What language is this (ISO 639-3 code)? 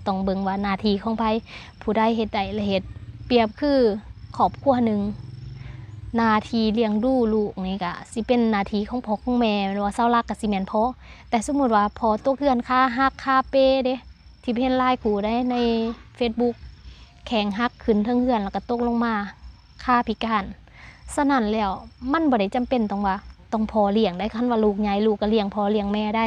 lao